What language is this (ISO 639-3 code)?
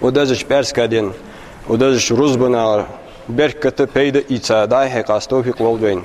inh